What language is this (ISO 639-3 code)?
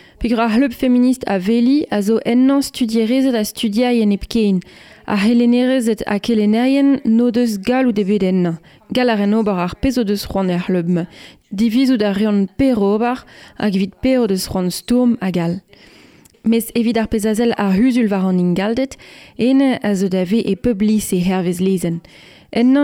bre